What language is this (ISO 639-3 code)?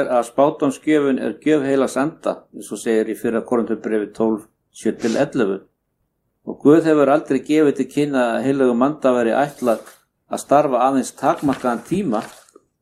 isl